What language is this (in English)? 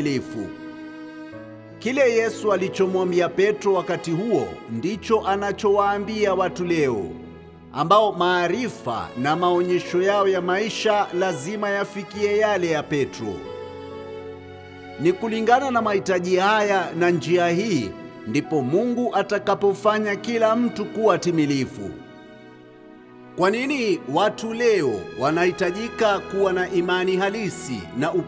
Swahili